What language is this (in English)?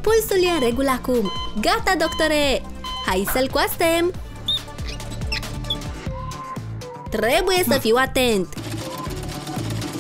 Romanian